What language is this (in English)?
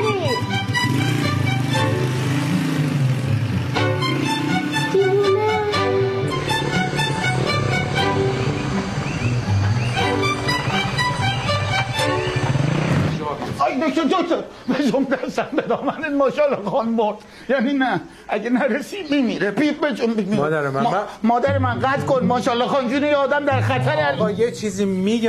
Persian